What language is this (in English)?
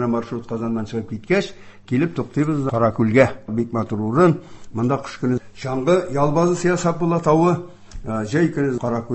Tatar